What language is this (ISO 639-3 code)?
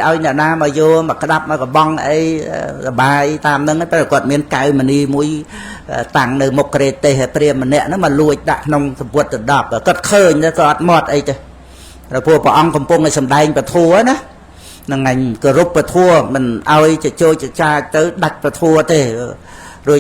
khm